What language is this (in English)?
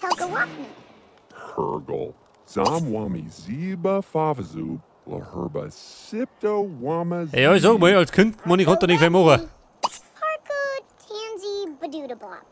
Bavarian